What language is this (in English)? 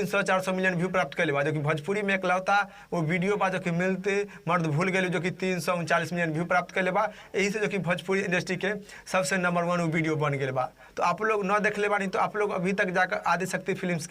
Bhojpuri